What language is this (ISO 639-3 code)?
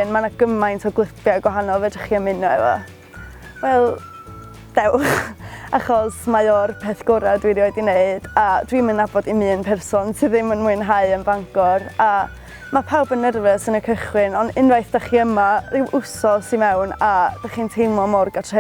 cym